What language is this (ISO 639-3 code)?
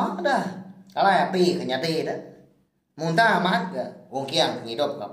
iba